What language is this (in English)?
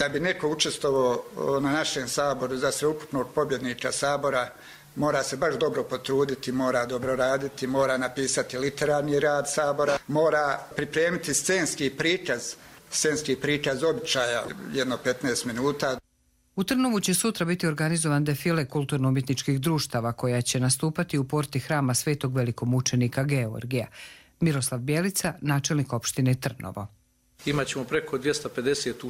Serbian